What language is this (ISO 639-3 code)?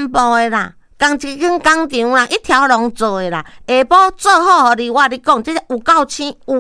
nan